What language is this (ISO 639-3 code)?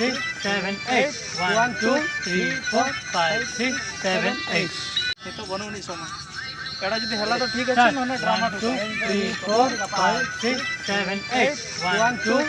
sat